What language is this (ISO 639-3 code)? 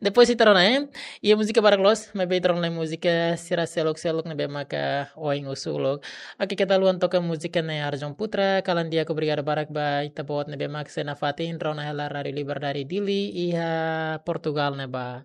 tet